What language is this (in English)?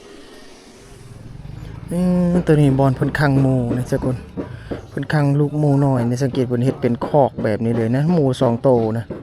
Lao